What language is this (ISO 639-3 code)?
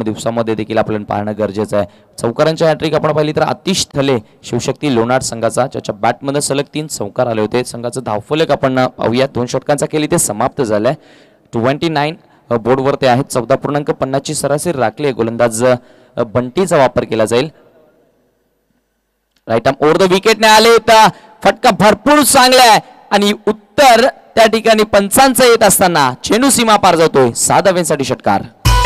mar